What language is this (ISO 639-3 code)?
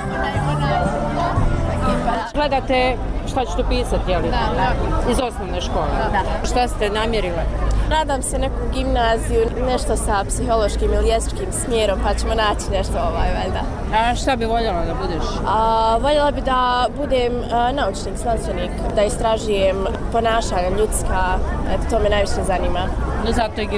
bos